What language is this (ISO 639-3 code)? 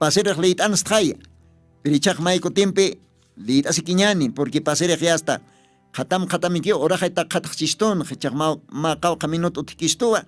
aym